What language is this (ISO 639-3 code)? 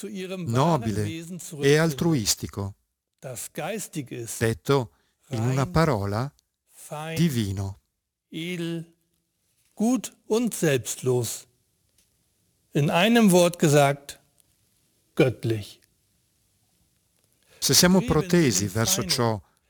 ita